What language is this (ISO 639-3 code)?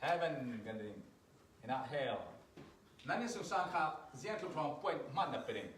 cfm